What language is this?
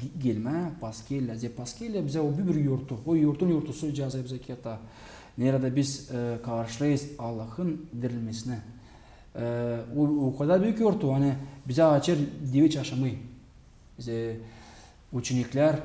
Gagauz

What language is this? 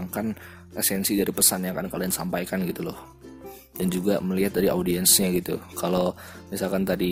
Indonesian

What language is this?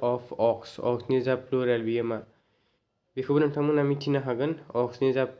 Bodo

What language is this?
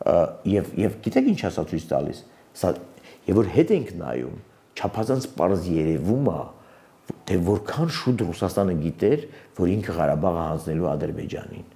Armenian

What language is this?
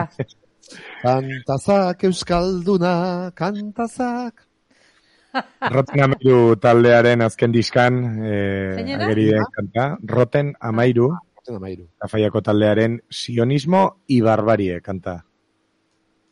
Basque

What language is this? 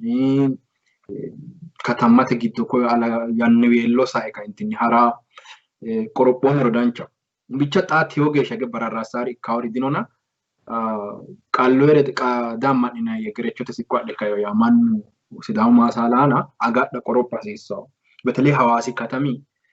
Sidamo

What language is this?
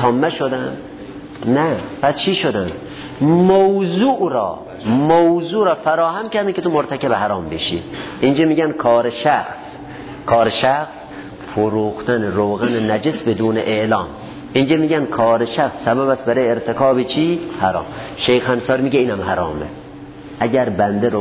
Persian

